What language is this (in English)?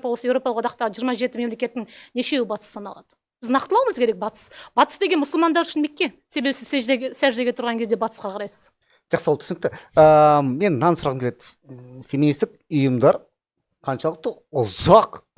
Kazakh